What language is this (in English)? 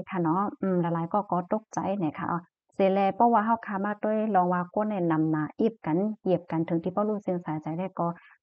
Shan